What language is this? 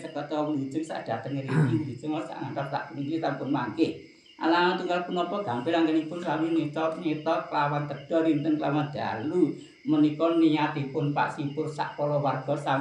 Javanese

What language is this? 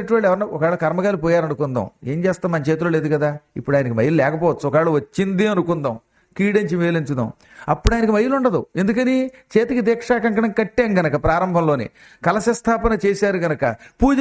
Telugu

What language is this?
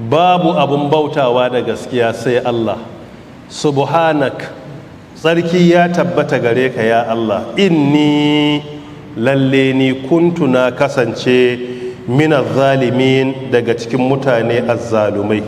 Hausa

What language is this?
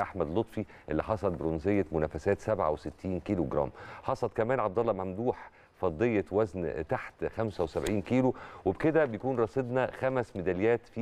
Egyptian Arabic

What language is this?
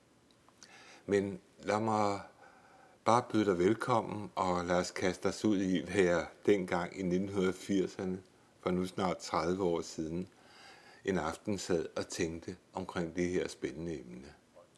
Danish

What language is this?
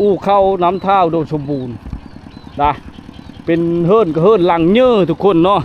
Lao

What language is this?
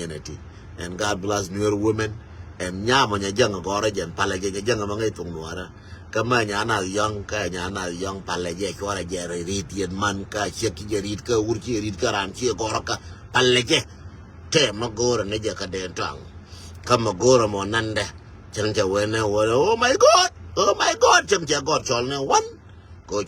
Nuer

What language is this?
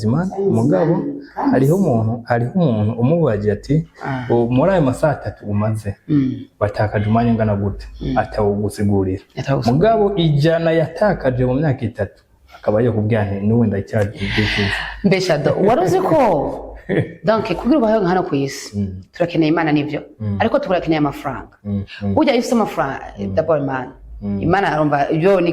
Rundi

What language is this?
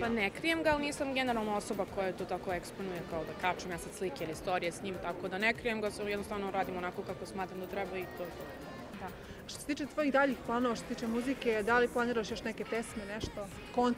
Serbian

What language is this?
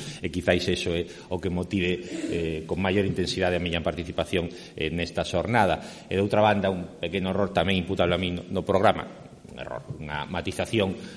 Galician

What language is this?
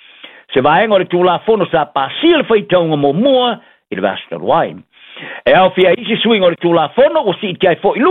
Samoan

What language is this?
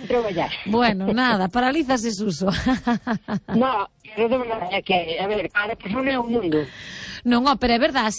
Galician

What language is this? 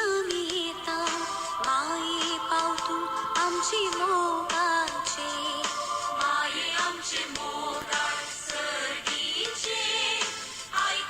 Konkani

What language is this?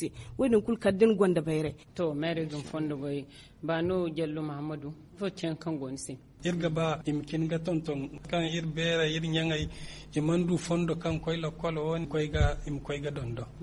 Zarma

